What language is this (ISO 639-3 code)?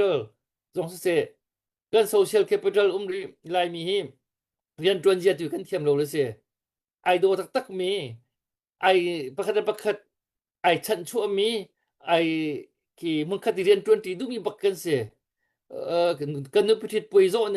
cnh